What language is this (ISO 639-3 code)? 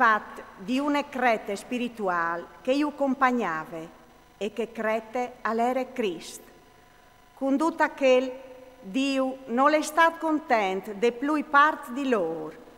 fur